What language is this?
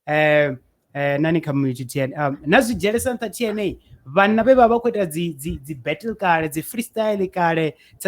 Venda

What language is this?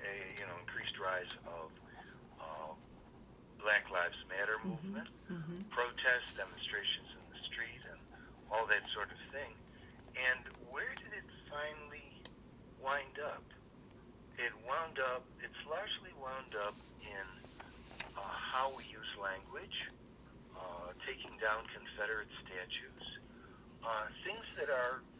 English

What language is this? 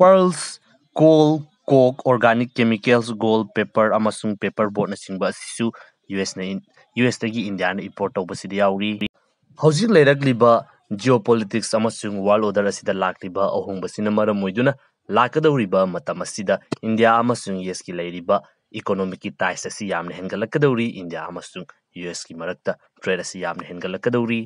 Manipuri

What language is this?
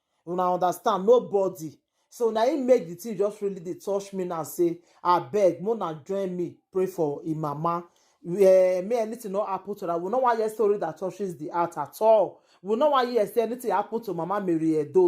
Nigerian Pidgin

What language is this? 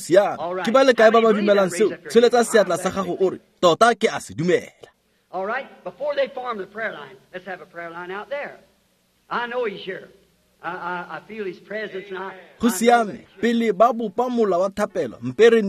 Tswana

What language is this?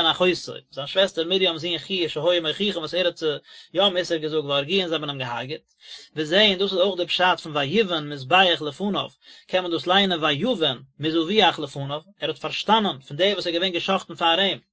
Yiddish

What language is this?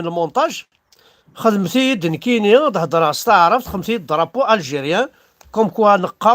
Kabyle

